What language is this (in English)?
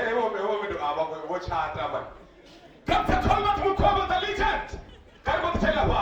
Venda